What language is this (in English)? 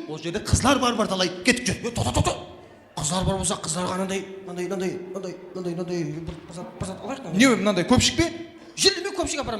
Kara-Kalpak